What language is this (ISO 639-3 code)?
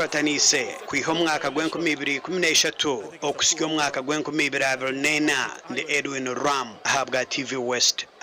nyn